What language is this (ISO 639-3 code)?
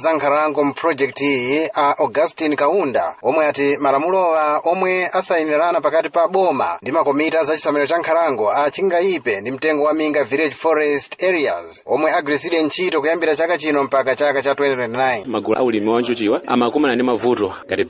nya